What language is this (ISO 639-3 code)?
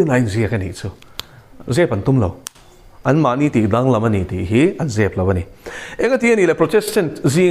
lus